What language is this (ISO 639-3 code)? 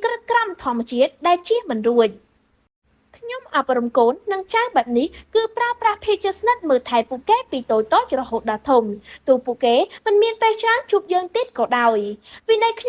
khm